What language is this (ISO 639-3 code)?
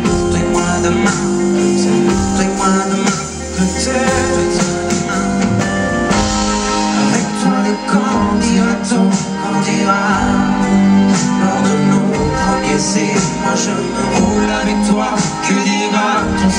fra